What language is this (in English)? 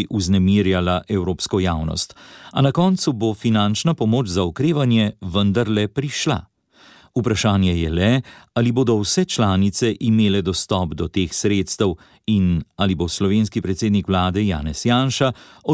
Slovenian